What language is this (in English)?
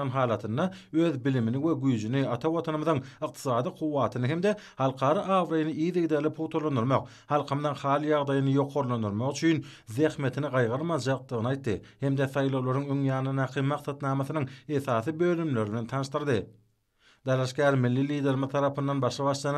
Turkmen